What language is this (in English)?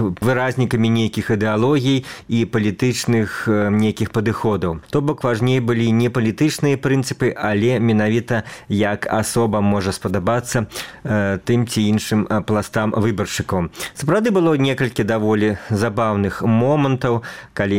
Belarusian